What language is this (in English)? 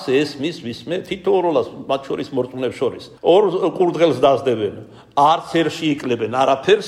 Georgian